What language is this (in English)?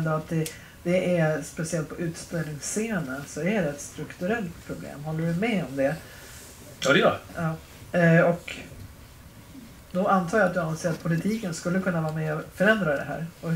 Swedish